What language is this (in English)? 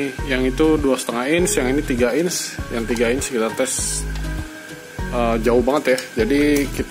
Indonesian